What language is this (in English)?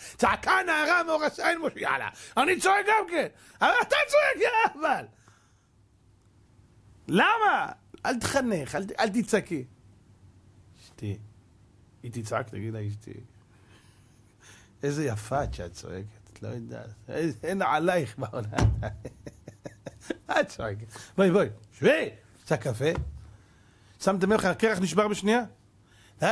Hebrew